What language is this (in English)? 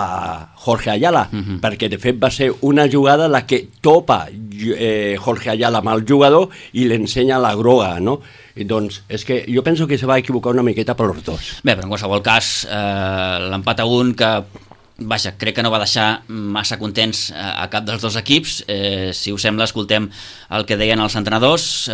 Catalan